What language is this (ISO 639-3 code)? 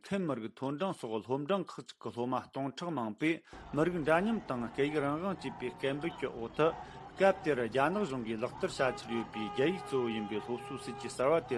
bod